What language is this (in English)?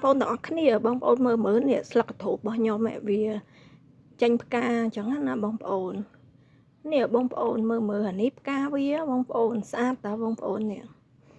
Khmer